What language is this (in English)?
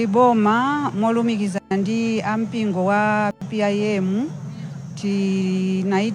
Nyanja